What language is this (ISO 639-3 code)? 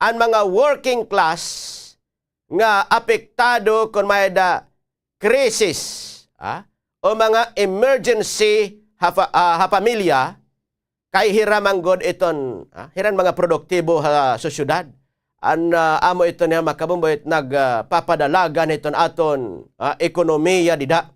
war